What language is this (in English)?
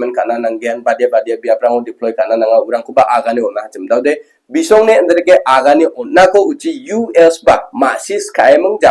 Garo